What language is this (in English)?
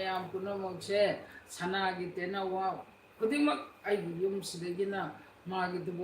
Manipuri